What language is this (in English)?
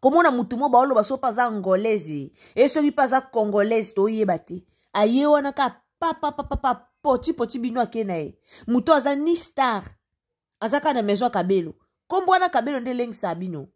Lingala